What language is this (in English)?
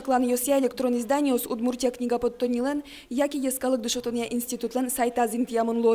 Udmurt